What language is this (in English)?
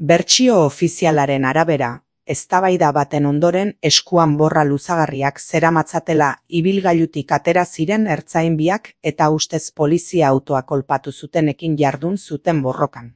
Basque